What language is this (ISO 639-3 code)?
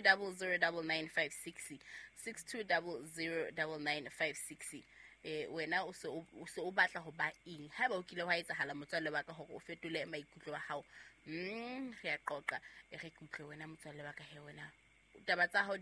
sot